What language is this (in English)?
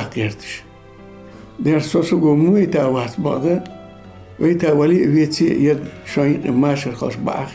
Ingush